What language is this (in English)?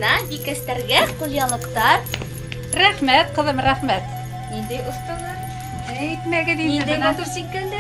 Bashkir